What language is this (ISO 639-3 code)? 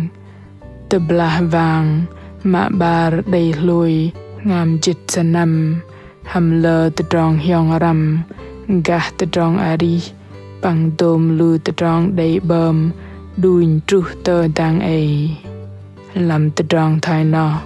bdq